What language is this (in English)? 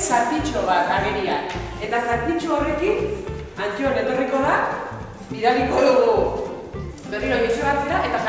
Basque